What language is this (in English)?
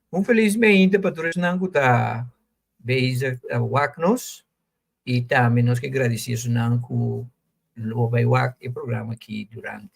Papiamento